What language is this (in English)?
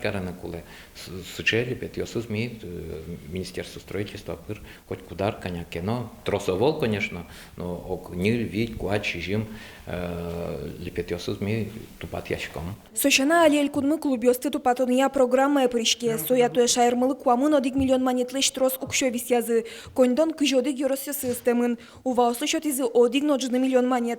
Udmurt